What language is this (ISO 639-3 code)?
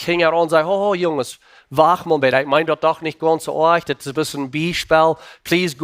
pdt